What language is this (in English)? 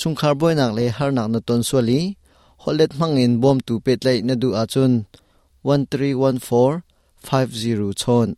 Hakha Chin